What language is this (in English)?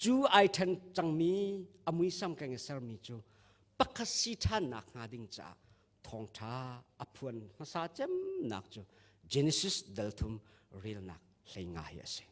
Hakha Chin